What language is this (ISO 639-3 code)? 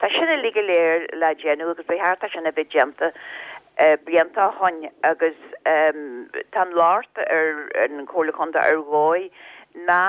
gle